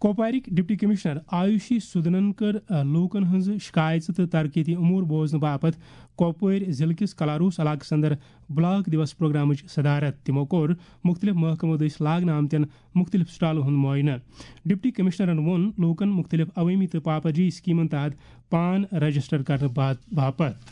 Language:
Kashmiri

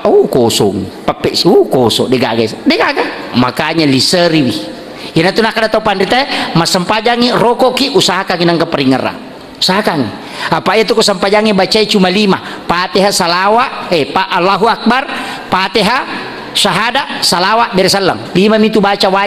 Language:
Buginese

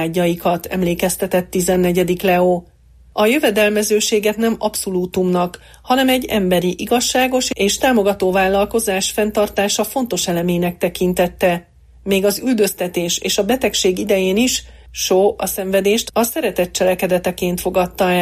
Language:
Hungarian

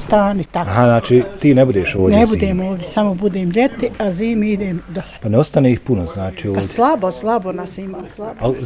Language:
Bosnian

